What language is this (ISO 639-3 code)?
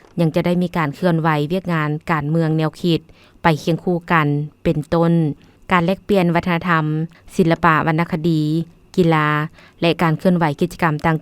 lao